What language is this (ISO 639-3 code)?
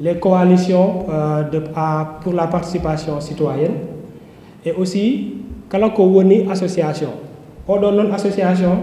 ful